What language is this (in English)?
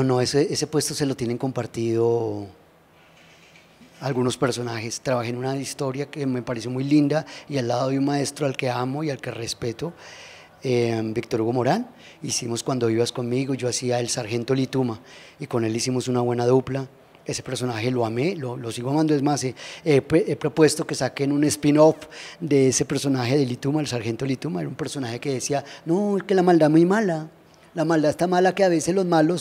Spanish